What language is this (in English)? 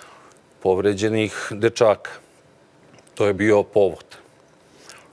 Serbian